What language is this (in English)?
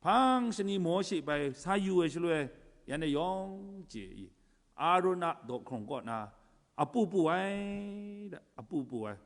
Kachin